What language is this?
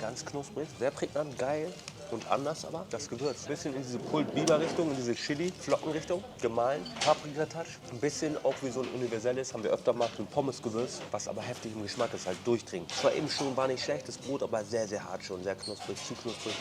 Swiss German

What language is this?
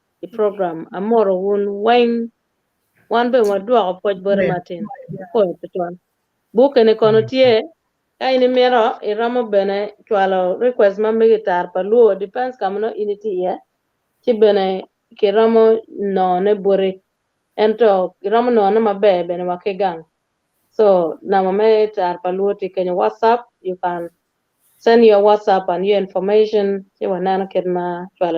Acoli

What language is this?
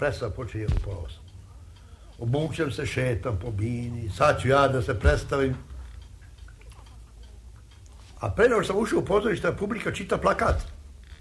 Serbian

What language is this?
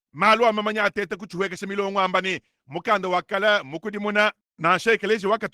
Luba-Lulua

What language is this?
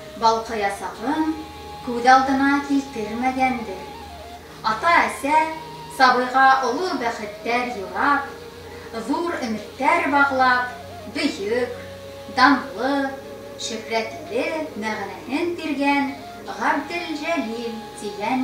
Bashkir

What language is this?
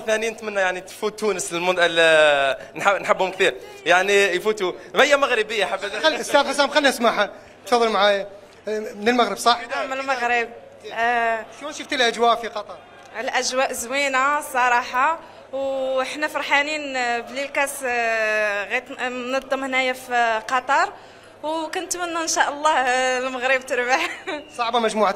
Mesopotamian Arabic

